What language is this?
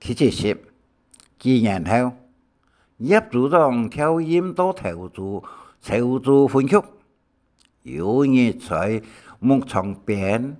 Hakka Chinese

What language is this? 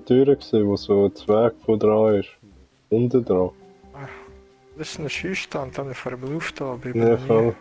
Swiss German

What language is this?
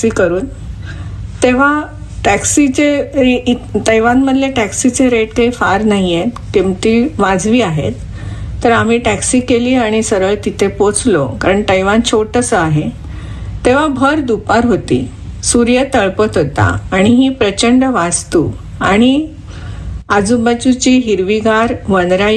Marathi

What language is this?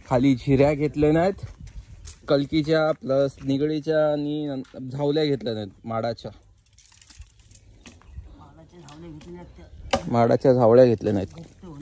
Marathi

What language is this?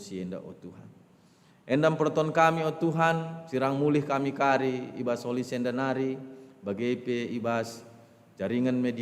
Batak Karo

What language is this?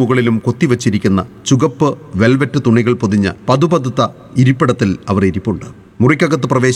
Malayalam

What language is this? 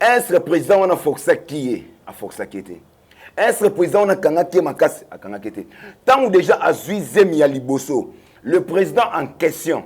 Lingala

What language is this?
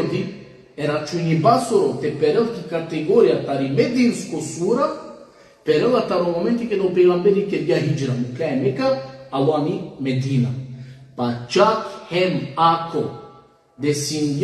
Balkan Romani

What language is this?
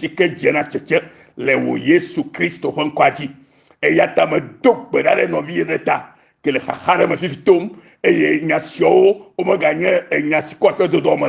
Ewe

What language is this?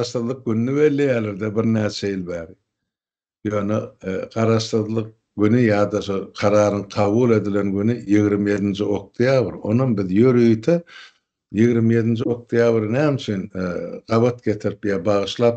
Turkmen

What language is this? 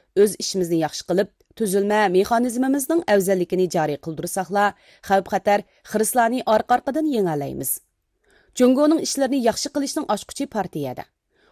Uyghur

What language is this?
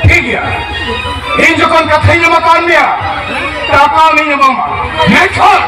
Santali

